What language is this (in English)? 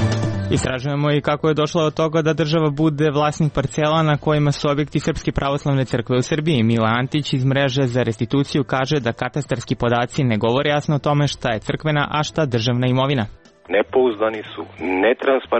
Serbian